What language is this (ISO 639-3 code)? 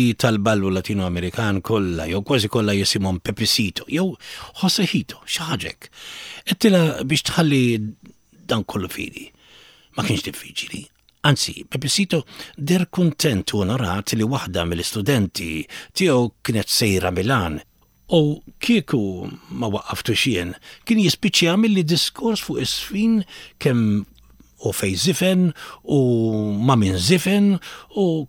mlt